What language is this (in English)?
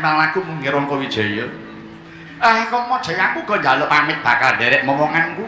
Javanese